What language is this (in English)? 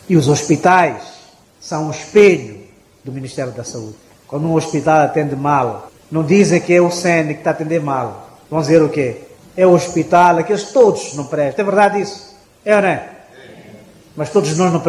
Portuguese